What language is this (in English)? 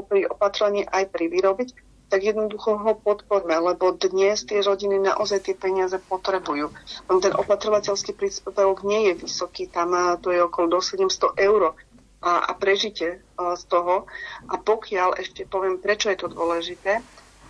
Slovak